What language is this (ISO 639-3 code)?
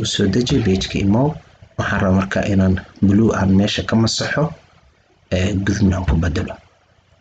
som